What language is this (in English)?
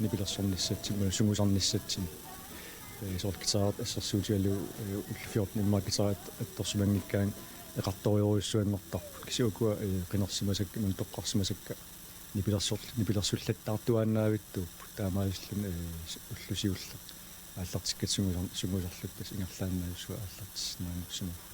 Kalaallisut